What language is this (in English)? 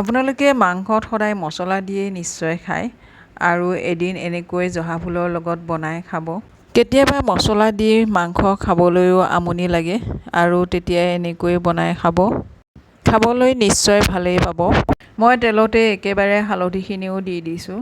Assamese